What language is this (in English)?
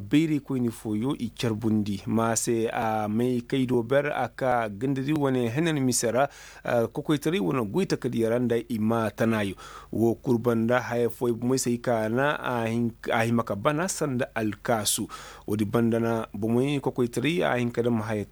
Koyraboro Senni